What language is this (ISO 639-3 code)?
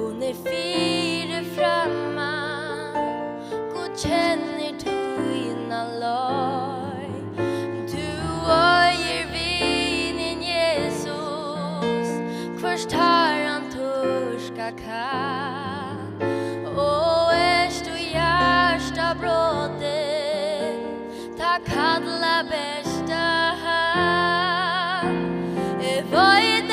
fao